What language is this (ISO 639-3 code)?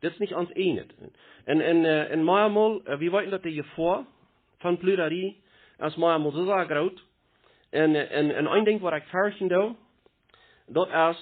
pdt